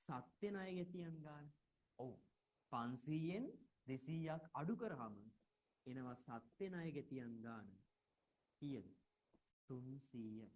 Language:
Sinhala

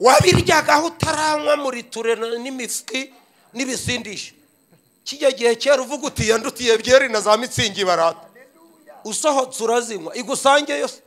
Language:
Kinyarwanda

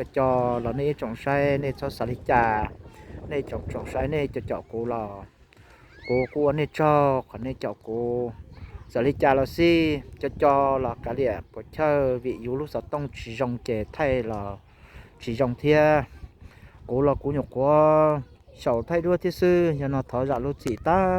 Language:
Hmong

